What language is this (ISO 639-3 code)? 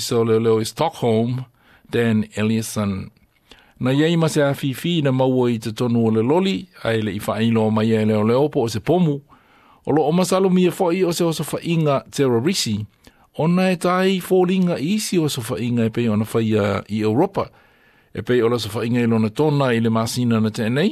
smo